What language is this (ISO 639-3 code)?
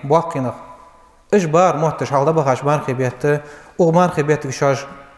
inh